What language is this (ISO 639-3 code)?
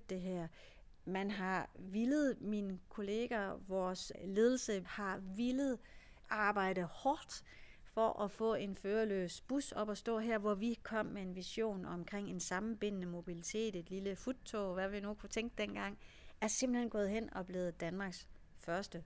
dan